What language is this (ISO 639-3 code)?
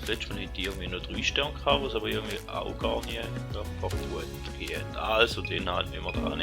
gsw